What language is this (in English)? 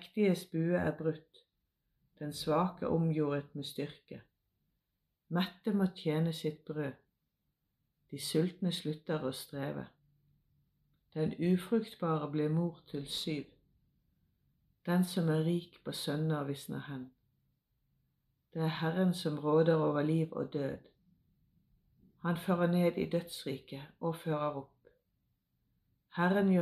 Norwegian